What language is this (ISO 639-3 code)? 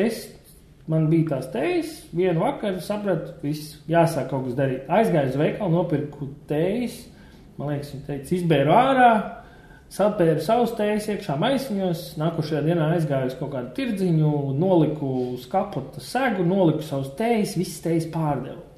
lav